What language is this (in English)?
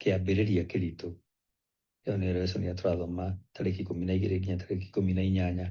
Kikuyu